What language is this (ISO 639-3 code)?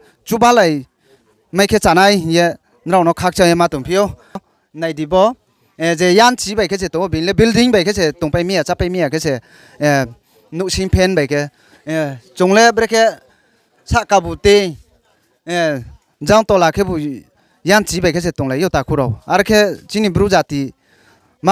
ria